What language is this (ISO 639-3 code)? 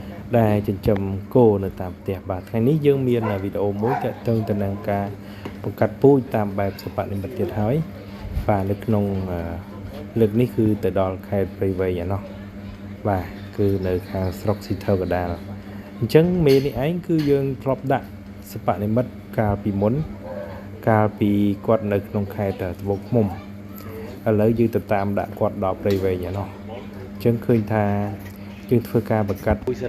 khm